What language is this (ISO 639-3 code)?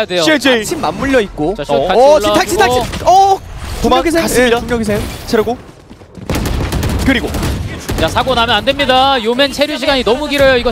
kor